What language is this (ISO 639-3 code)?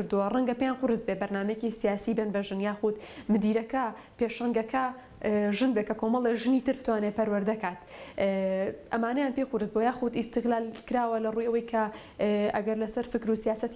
ckb